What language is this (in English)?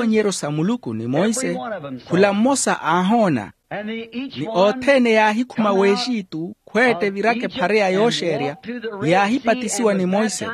Makhuwa